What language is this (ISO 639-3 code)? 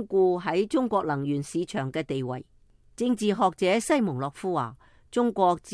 yue